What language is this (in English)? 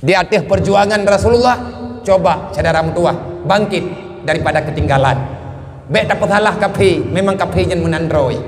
Achinese